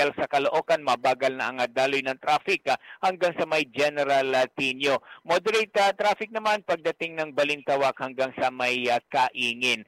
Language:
Filipino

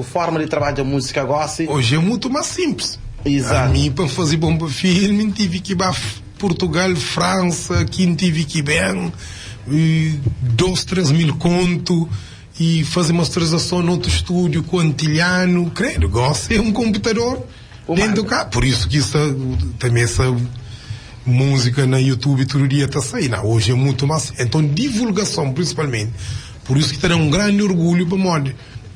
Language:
Kabuverdianu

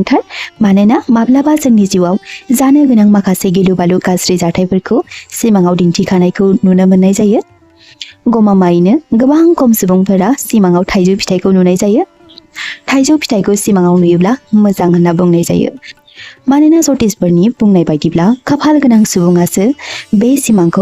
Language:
Bodo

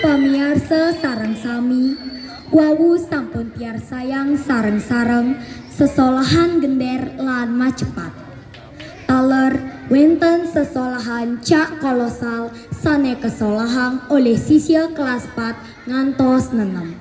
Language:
Balinese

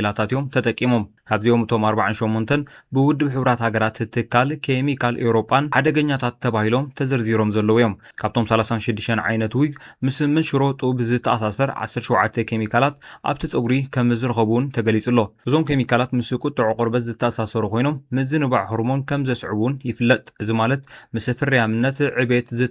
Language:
Tigrinya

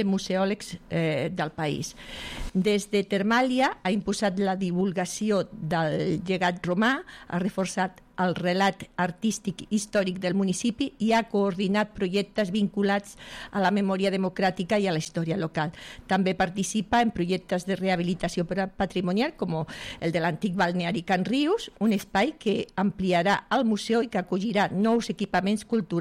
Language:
Catalan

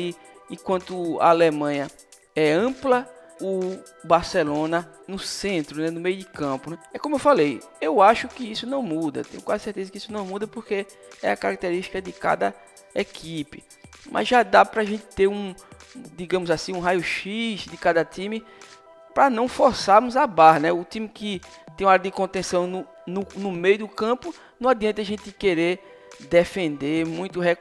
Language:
Portuguese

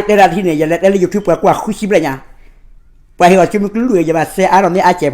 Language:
S'gaw Karen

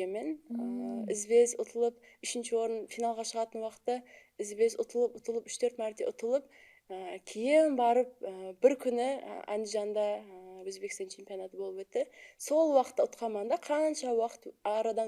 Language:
Kara-Kalpak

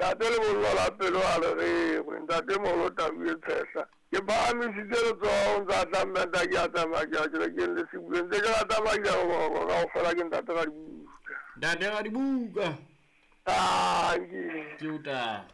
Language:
Southern Sotho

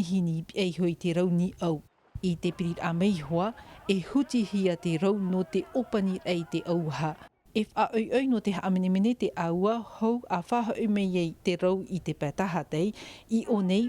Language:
Tahitian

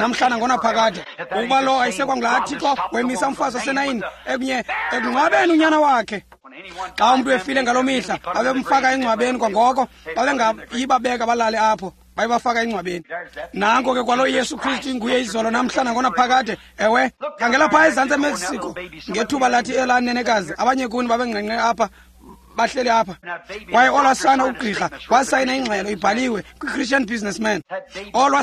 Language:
Xhosa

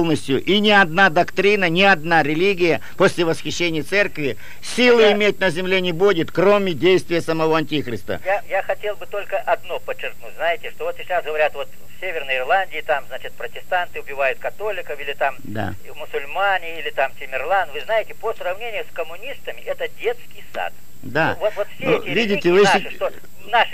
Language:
Russian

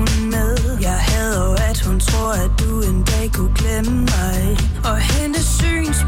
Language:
Danish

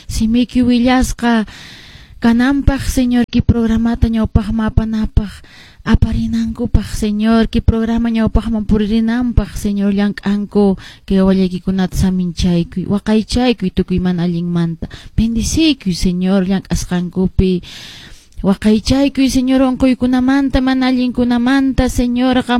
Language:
Quechua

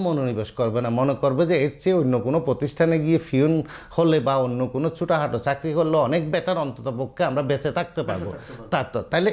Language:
Bangla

